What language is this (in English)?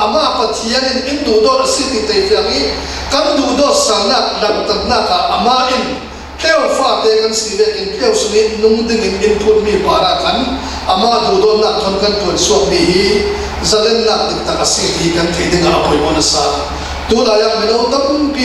Falam Chin